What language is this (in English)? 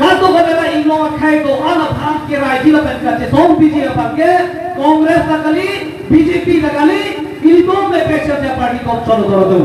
Karbi